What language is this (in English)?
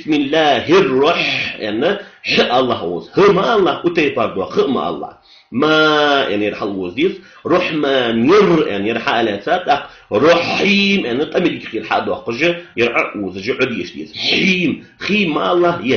Ingush